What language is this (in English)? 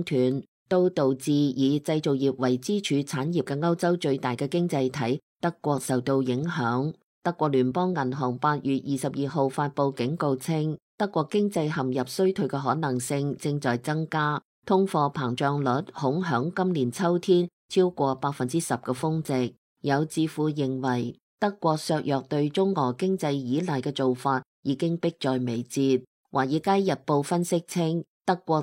Cantonese